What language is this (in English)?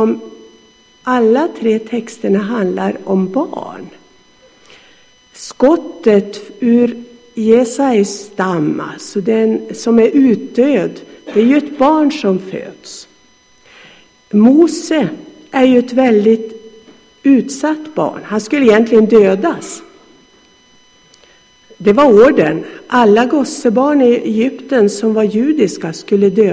Swedish